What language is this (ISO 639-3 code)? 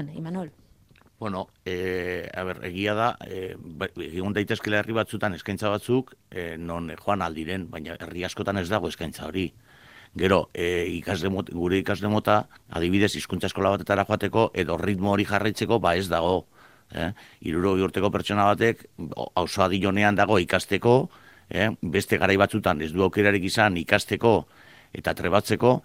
eus